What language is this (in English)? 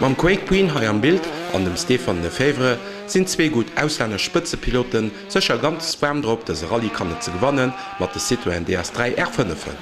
Luxembourgish